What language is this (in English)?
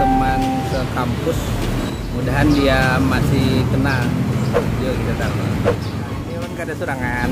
Banjar